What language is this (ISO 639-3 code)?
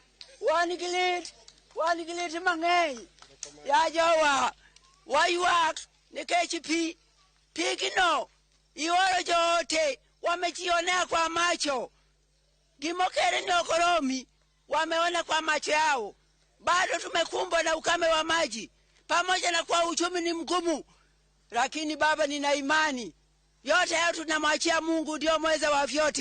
luo